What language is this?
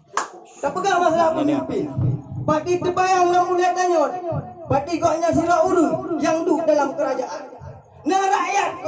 Achinese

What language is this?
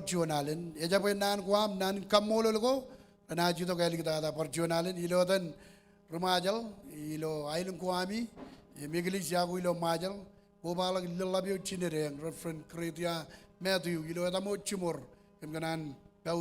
Marshallese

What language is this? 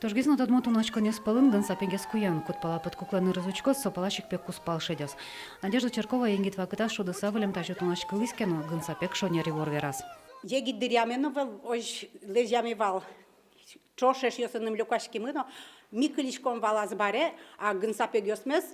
Udmurt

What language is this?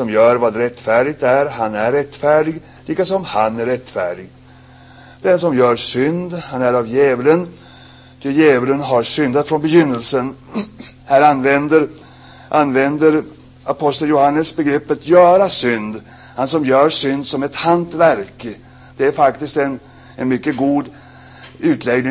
Swedish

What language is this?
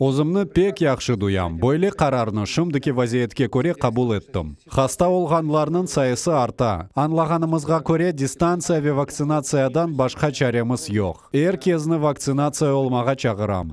Crimean Tatar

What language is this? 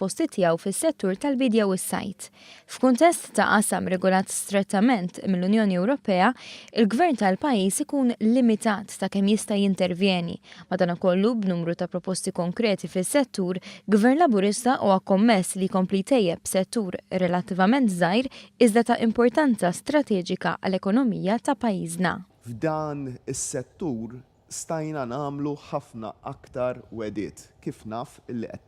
Maltese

